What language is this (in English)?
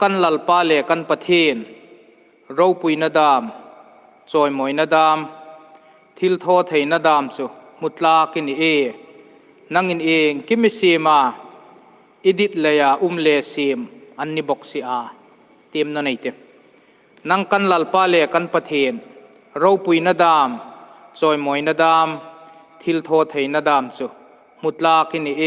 Hmar